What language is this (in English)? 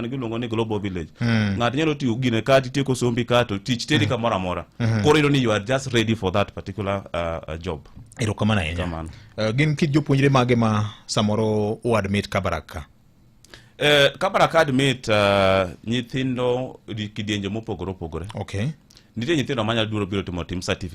Luo (Kenya and Tanzania)